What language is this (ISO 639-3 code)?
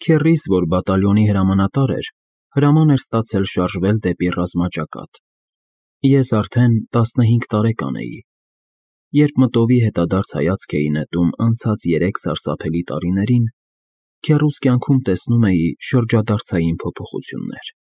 hye